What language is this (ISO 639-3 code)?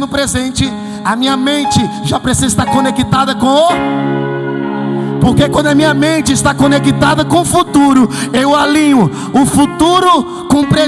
por